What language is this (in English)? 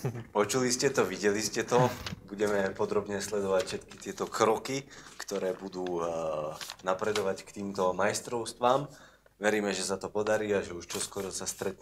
Slovak